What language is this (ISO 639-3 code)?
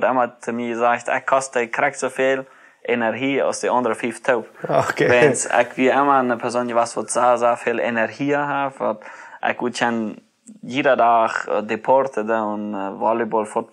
pdt